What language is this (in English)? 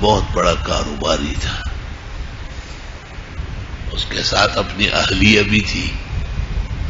Urdu